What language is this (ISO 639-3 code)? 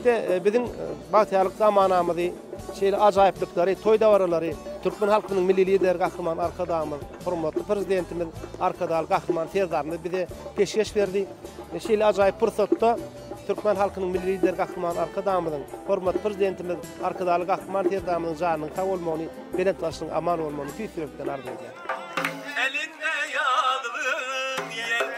tuk